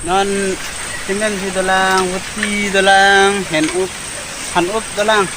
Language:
Karbi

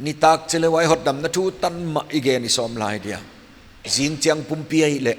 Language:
Paite Chin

